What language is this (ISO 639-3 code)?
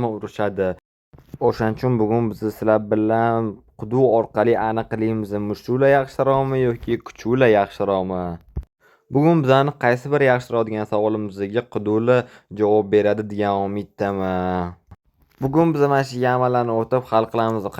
uzb